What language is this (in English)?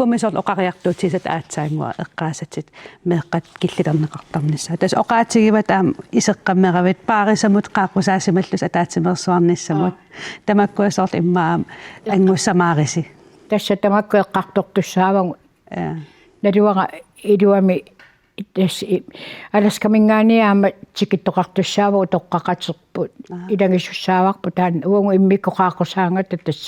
Kalaallisut